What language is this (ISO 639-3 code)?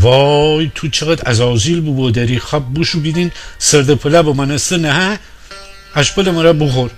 glk